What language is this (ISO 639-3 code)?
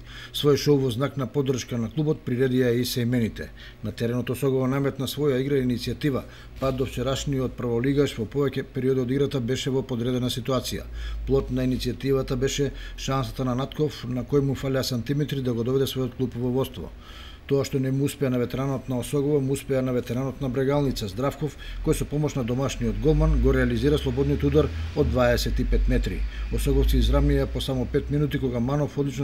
mkd